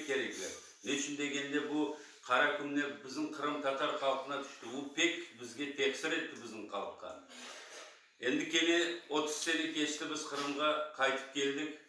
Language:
Crimean Tatar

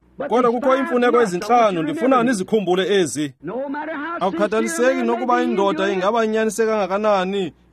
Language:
Xhosa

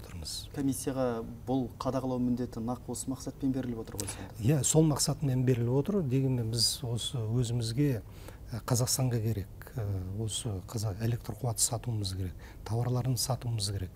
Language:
Kazakh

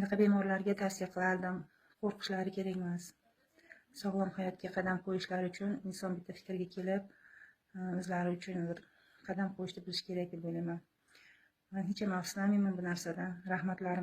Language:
Uzbek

